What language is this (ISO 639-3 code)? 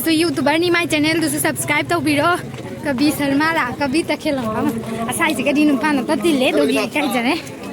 mni